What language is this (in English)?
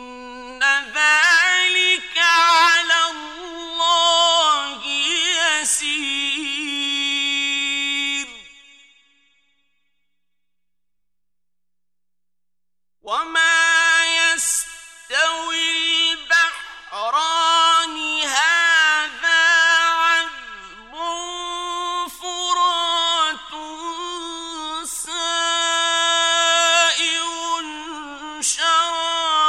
Arabic